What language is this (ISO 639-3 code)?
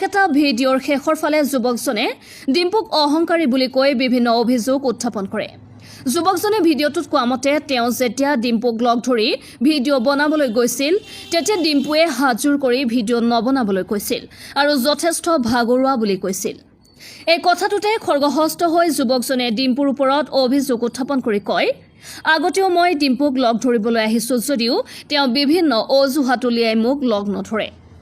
asm